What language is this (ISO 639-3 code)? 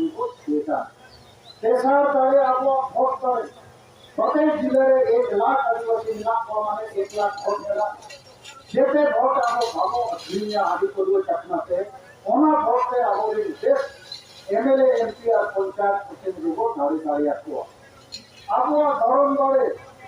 sat